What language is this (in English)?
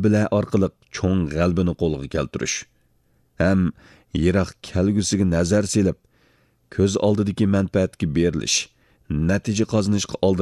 Uyghur